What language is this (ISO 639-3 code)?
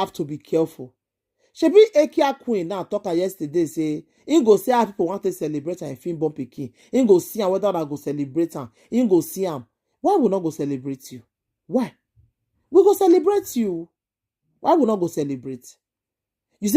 pcm